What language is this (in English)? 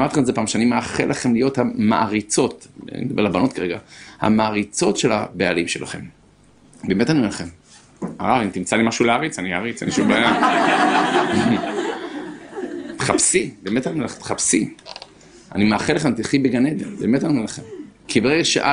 Hebrew